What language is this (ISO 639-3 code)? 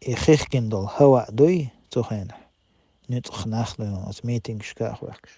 che